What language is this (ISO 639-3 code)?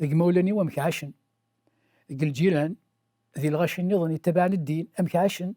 kab